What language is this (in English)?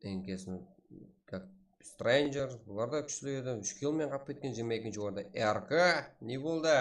Kara-Kalpak